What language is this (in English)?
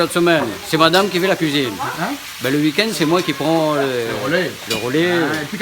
Réunion Creole French